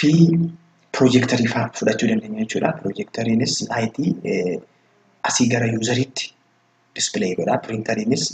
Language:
Oromo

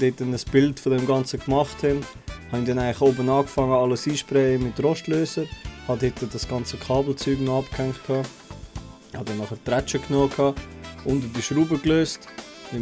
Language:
Swiss German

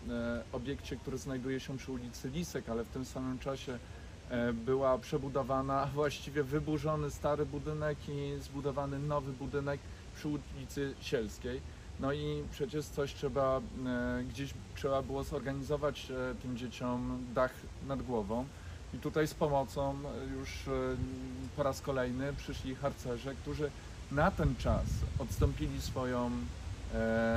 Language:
Polish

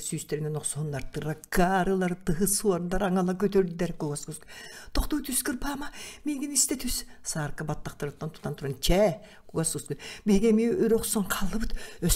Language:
Yakut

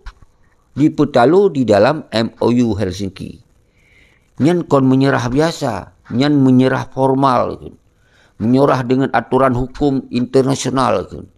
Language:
Achinese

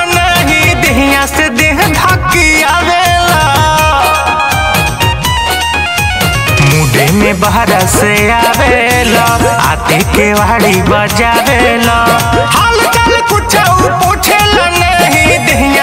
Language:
Bhojpuri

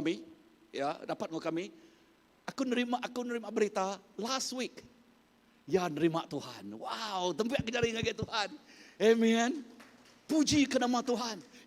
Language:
Iban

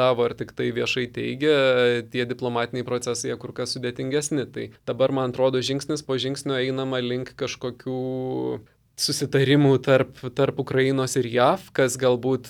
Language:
Lithuanian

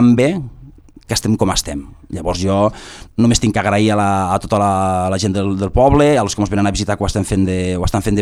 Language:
Catalan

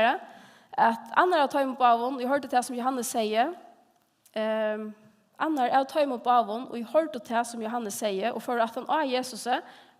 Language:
Faroese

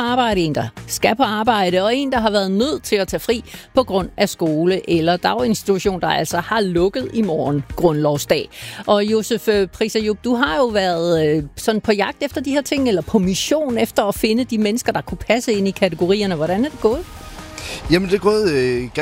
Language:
Danish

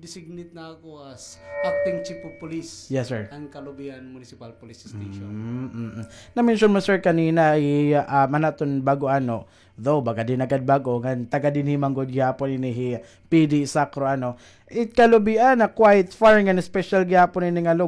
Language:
Waray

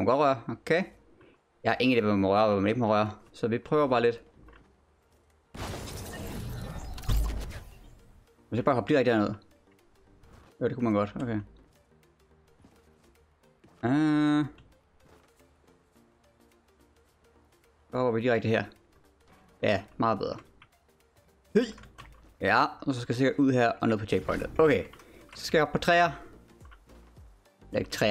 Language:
Danish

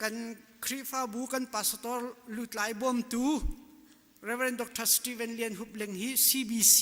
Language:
Hakha Chin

